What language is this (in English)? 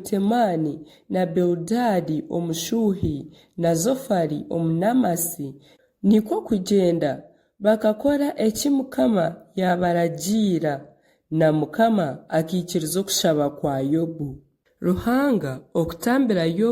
Nyankole